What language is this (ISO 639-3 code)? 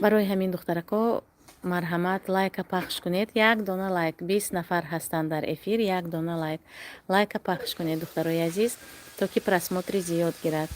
tgk